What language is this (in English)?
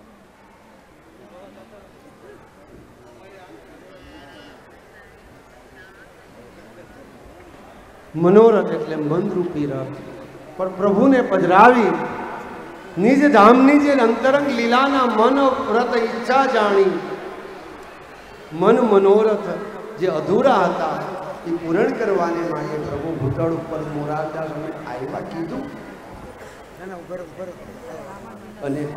Gujarati